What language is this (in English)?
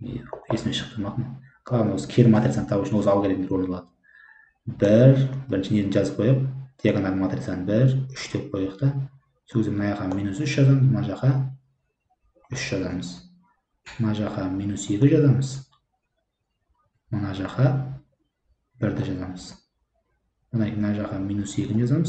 Kazakh